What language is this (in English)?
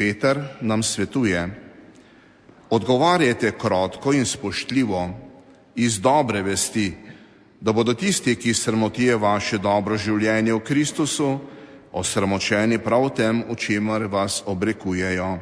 Slovenian